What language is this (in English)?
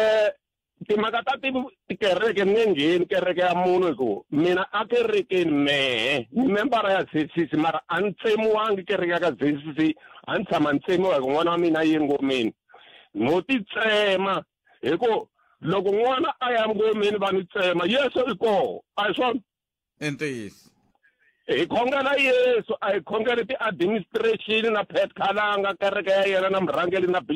Tsonga